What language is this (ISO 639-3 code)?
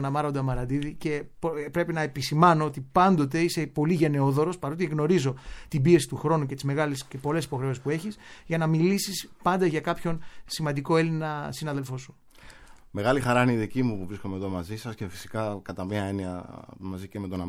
ell